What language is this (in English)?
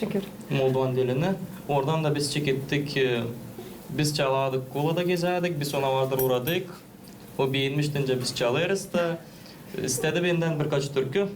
Gagauz